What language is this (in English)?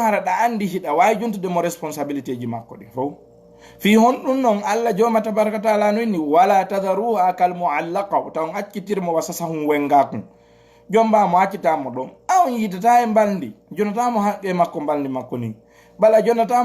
Fula